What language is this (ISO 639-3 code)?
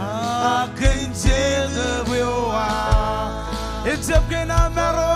mah